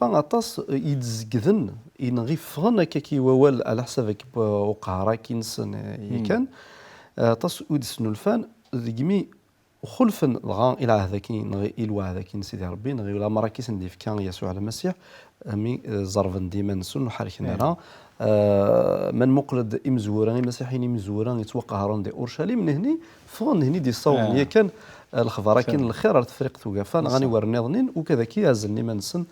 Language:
Kabyle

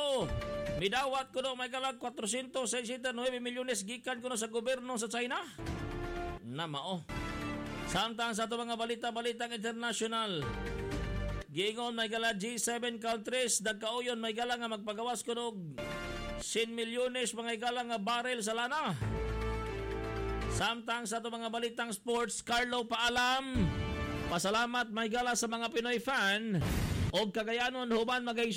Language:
Cebuano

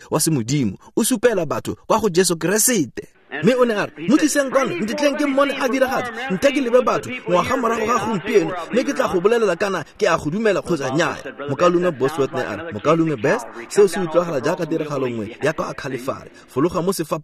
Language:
Tswana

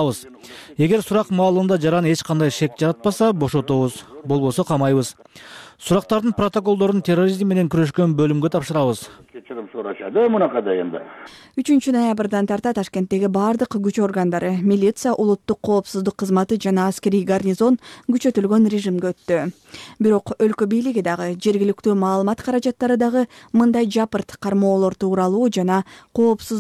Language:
Kyrgyz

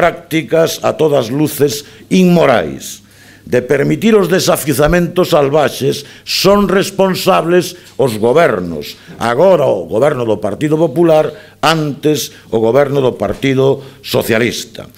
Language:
Galician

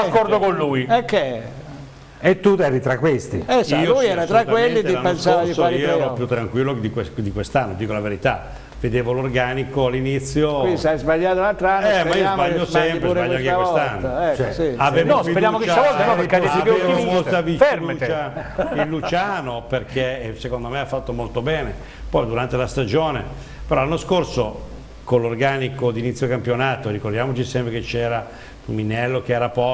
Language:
Italian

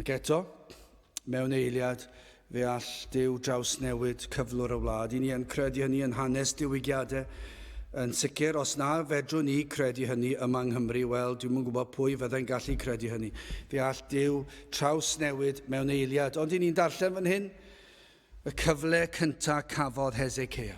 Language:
Welsh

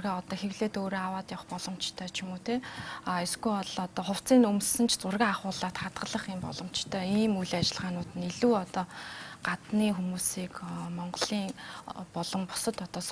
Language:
Mongolian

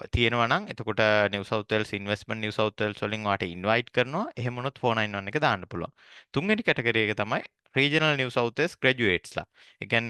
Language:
Sinhala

